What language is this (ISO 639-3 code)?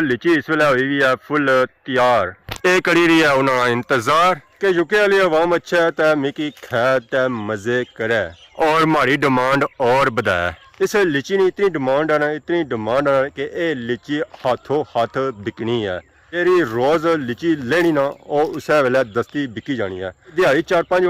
phr